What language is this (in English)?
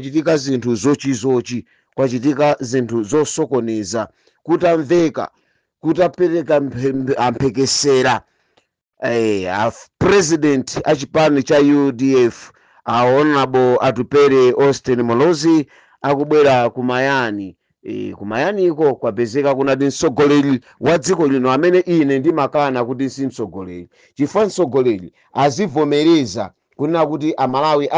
Nyanja